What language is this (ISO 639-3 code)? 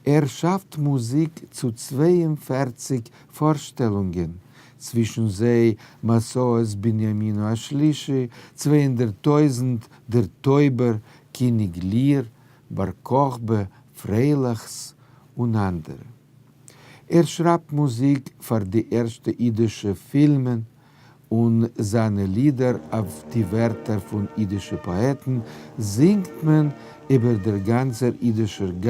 yid